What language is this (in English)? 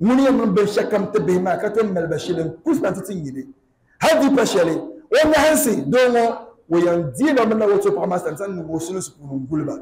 Dagbani